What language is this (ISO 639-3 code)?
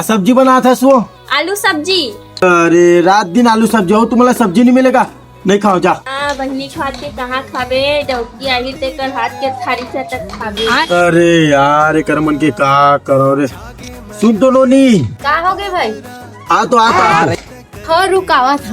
hne